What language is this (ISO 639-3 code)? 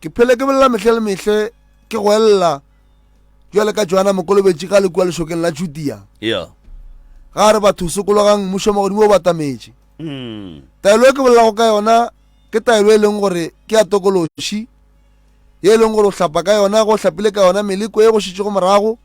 nso